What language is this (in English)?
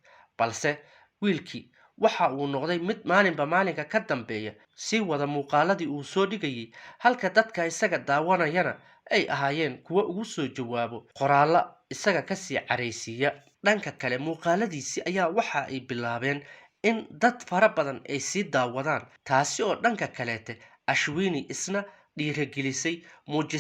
Somali